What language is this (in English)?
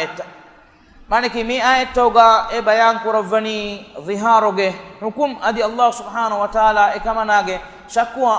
Divehi